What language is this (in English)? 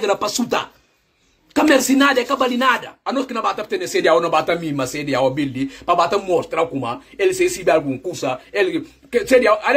Portuguese